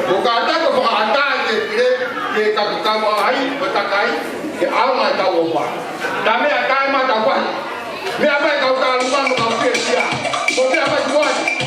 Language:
Tongan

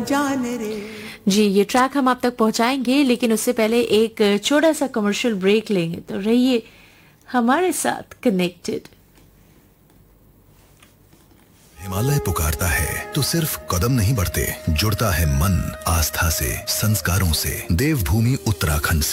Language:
Hindi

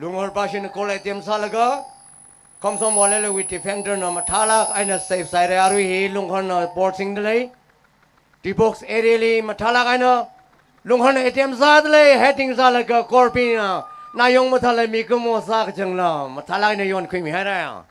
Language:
Tangkhul Naga (India)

